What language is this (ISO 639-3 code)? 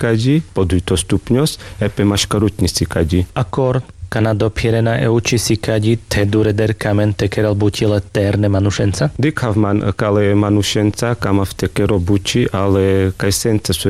rmc